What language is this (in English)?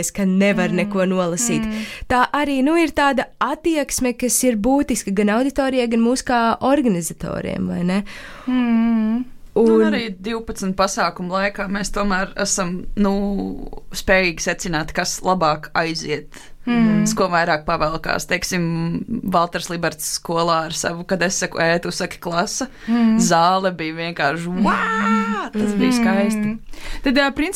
Latvian